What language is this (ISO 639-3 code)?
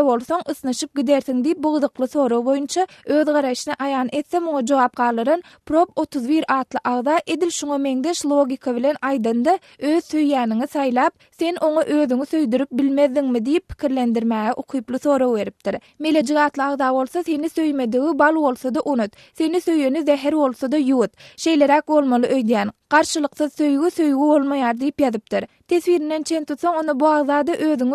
tuk